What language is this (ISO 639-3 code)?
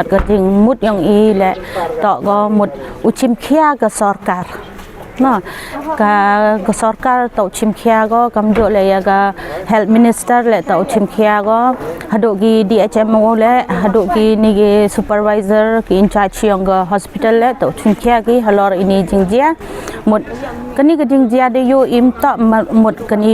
pbv